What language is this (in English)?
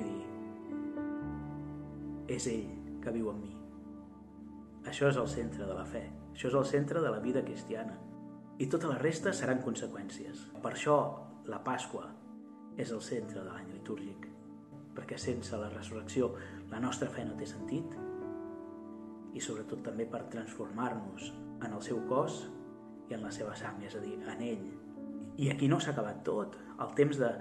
Catalan